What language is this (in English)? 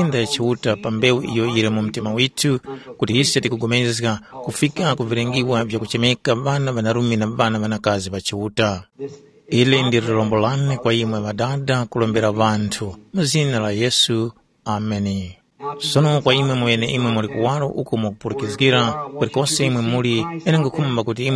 Tumbuka